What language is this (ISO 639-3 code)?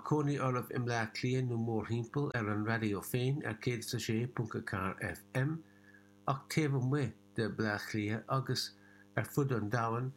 gle